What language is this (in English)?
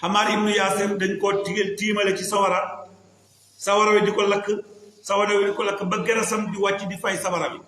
Wolof